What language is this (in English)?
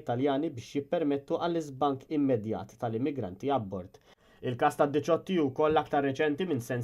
Maltese